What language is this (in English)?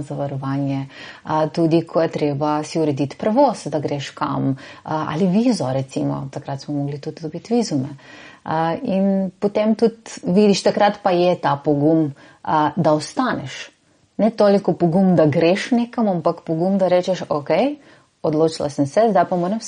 Slovenian